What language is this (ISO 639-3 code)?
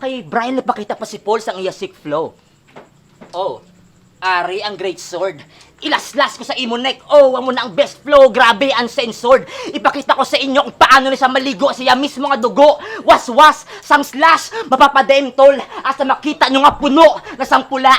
hil